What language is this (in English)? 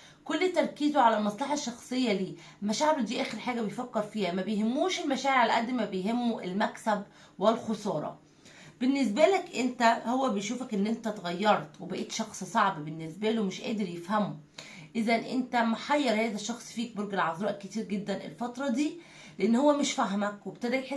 Egyptian Arabic